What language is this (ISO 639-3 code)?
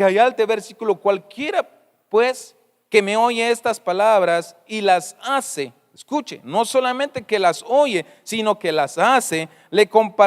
tzh